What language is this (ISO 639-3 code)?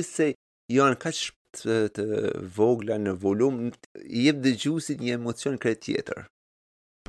sqi